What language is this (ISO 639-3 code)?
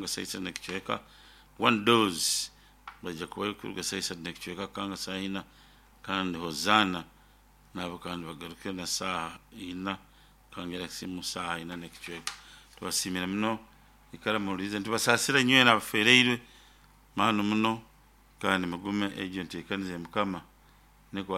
nyn